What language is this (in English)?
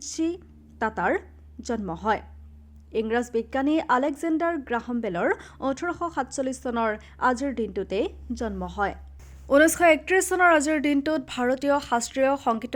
Assamese